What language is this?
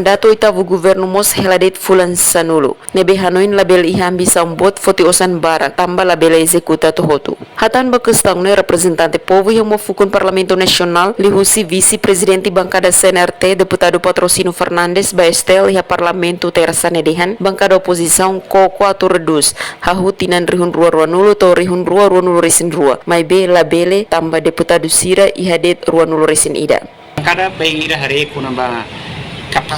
Tetum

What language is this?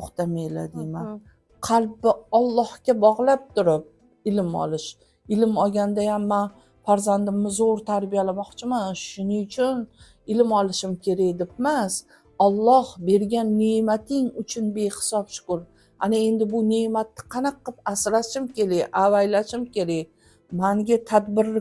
Uzbek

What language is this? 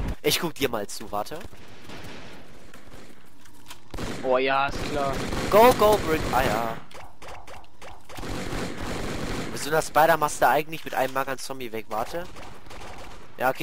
German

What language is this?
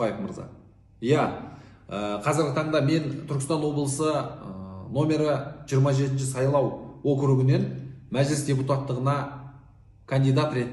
Kazakh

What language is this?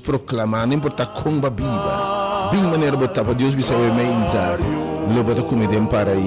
Papiamento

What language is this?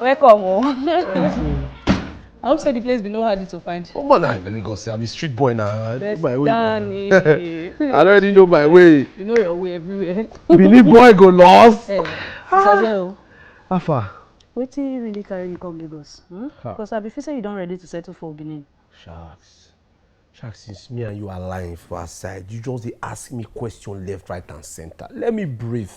Nigerian Pidgin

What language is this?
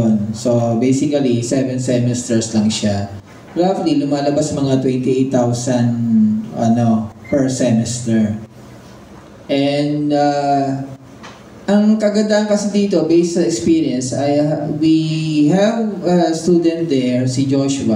Filipino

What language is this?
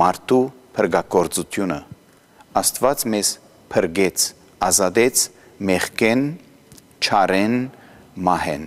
Armenian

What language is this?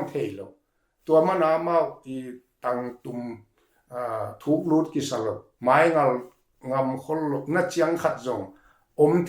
Tedim Chin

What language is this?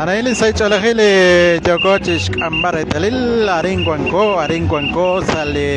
Kekchí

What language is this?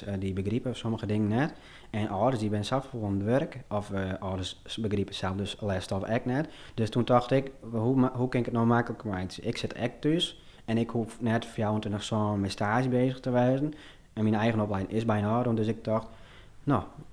Western Frisian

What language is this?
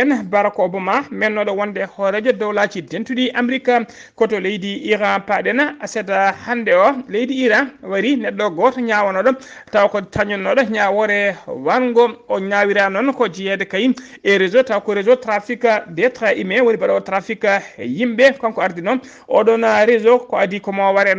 Fula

